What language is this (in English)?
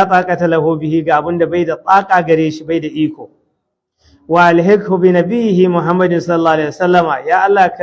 Hausa